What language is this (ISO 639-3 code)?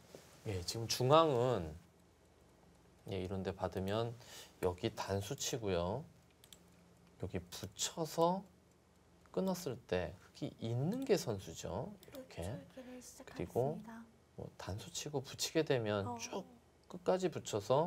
kor